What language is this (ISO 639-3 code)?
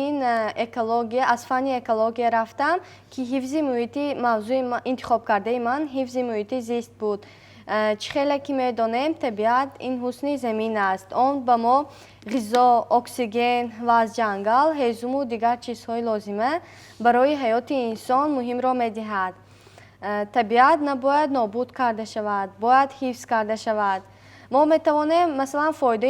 tgk